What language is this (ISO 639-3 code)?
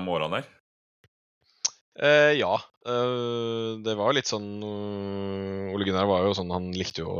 nor